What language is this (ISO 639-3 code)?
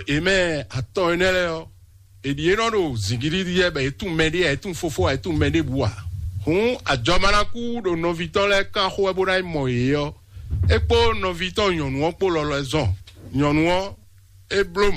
fon